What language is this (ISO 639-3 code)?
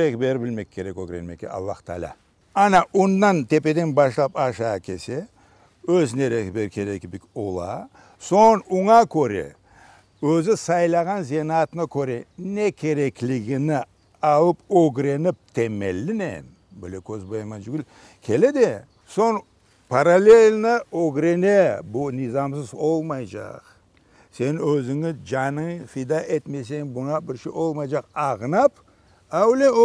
crh